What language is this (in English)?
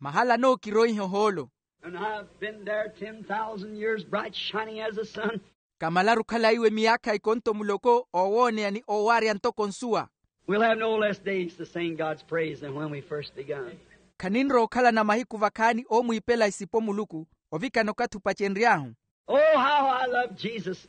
Makhuwa